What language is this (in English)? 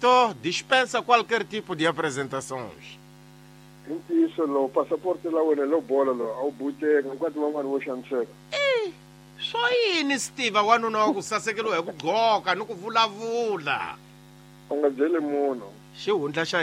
Tsonga